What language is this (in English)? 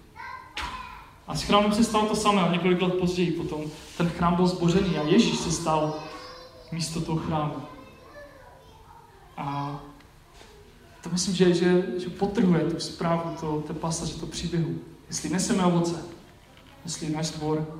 Czech